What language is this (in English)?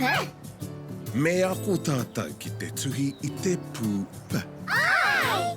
Māori